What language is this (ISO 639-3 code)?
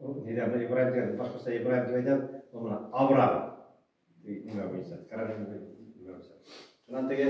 bak